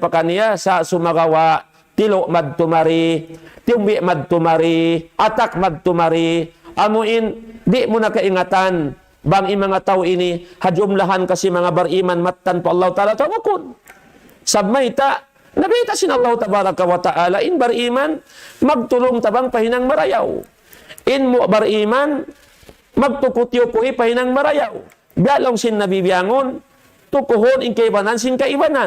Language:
Tausug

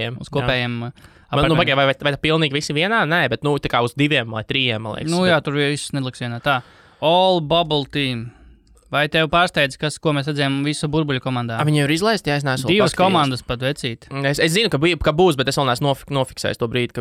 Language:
Latvian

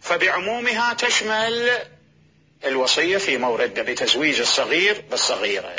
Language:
Mesopotamian Arabic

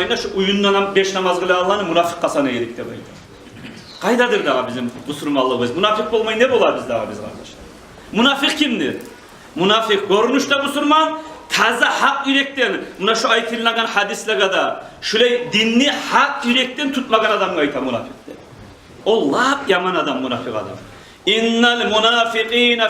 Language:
Kumyk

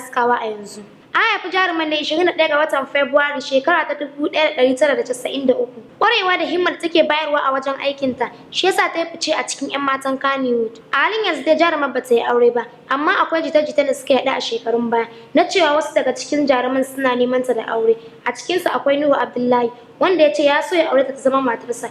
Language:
Hausa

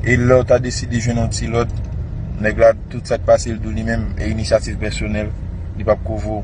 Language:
Haitian Creole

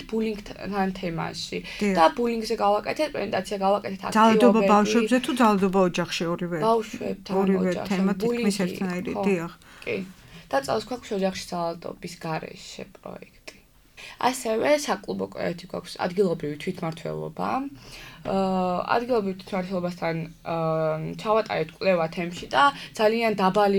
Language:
Georgian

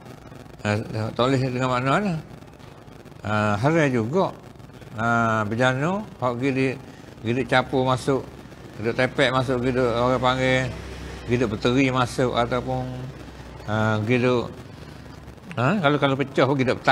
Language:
Malay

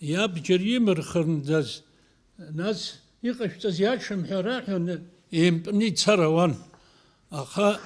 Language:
Abkhazian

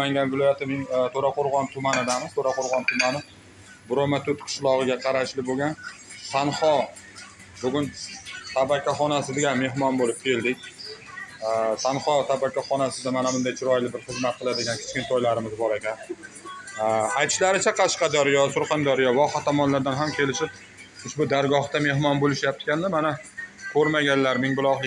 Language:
Uzbek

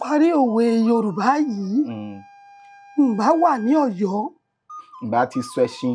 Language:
Yoruba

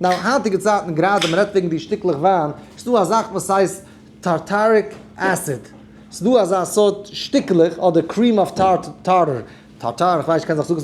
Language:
Yiddish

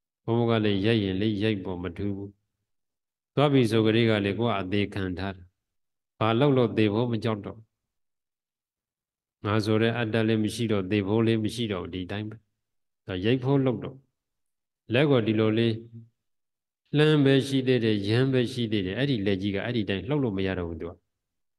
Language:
Burmese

